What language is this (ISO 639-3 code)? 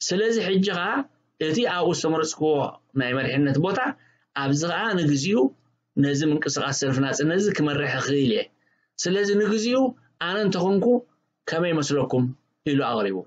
tir